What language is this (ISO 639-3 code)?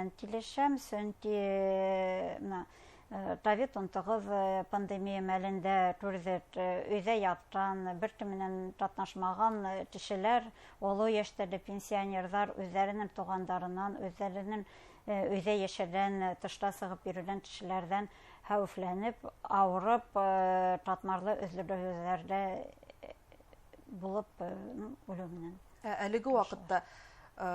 bak